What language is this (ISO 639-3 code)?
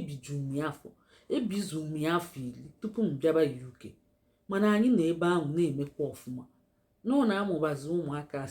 ibo